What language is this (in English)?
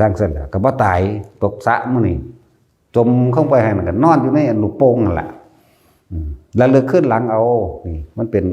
Northeastern Thai